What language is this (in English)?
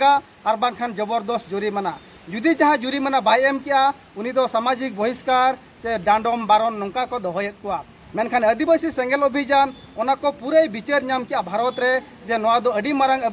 Santali